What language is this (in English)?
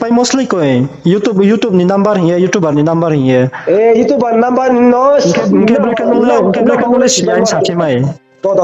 Riang (India)